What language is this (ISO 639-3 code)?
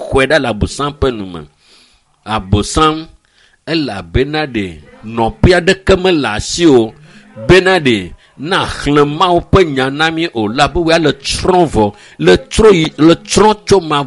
ewe